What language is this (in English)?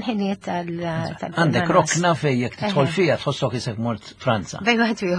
Maltese